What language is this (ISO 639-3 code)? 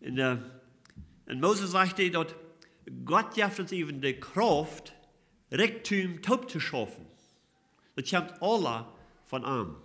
pdt